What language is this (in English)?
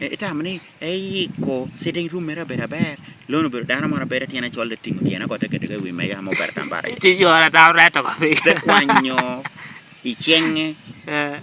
Lango (Uganda)